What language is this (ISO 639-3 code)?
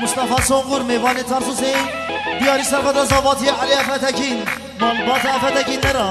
kur